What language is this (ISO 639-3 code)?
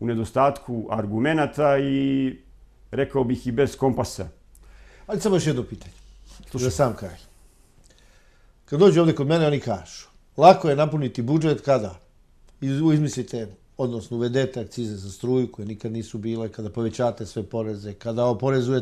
srp